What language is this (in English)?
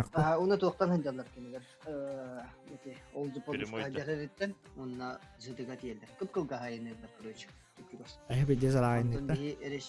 Yakut